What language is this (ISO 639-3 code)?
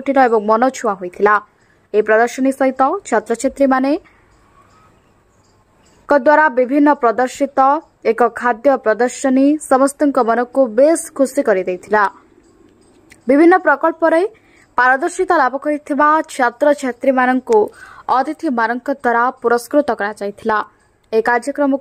ori